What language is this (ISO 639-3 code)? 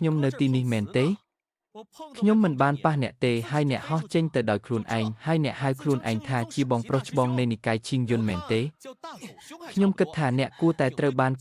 khm